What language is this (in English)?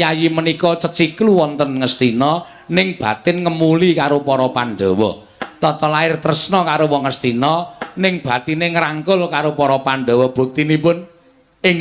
Javanese